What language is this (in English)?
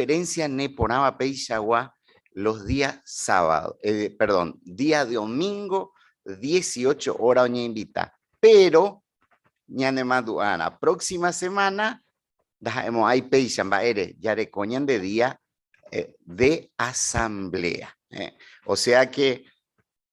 Guarani